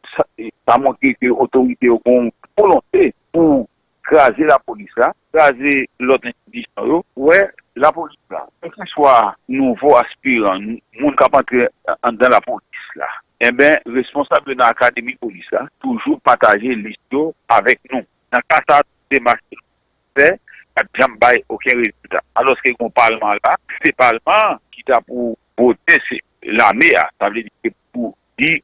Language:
Haitian Creole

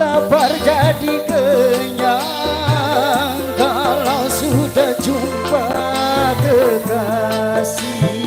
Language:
Betawi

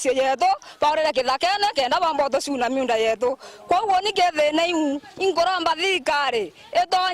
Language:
Meru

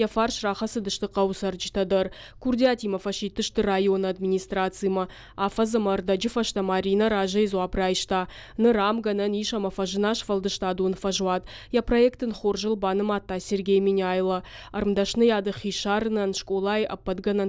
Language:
Ossetic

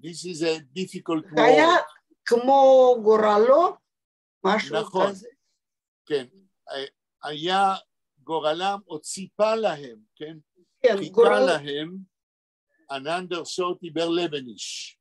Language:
Yiddish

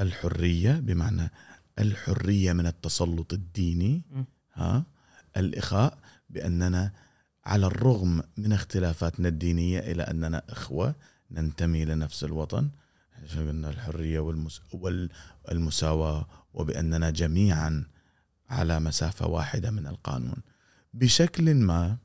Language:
Gulf Arabic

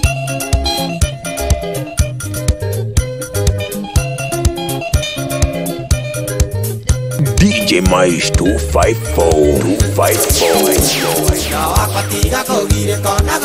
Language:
Kikuyu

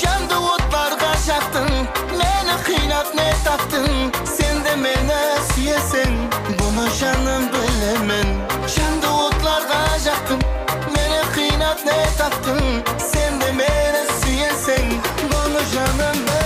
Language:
Kara-Kalpak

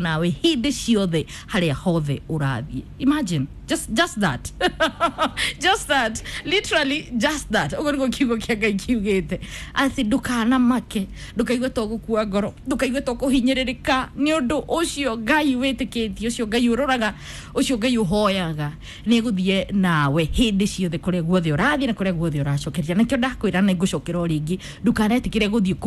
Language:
Kikuyu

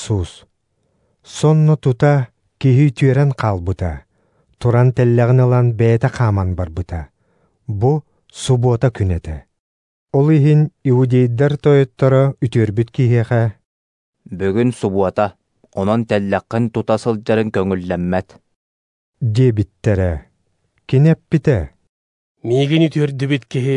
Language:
Yakut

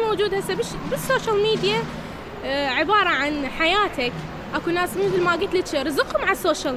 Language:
Mesopotamian Arabic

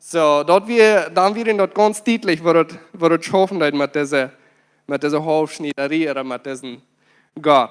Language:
Plautdietsch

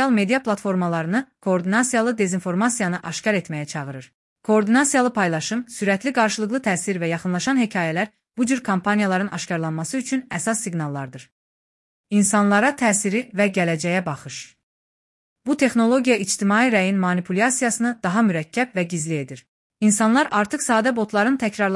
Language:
Azerbaijani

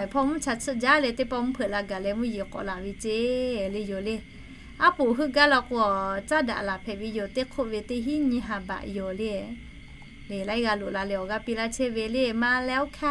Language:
Lahu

